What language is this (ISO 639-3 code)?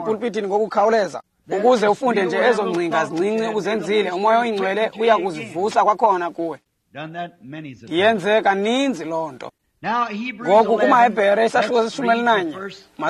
xho